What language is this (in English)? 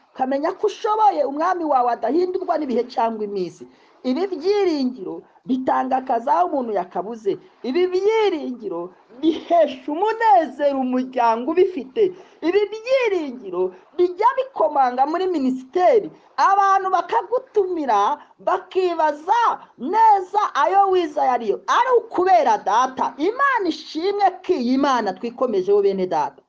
Kinyarwanda